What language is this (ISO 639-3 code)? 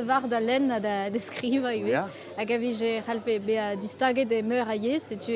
bre